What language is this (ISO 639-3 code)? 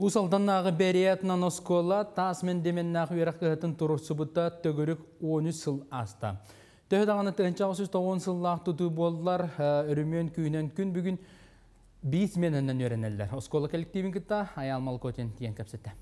sah